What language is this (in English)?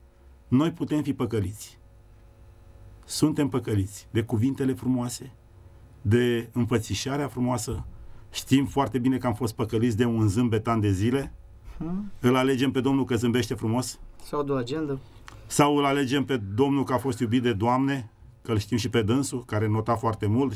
Romanian